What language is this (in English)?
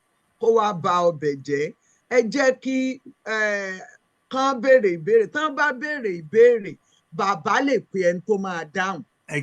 Yoruba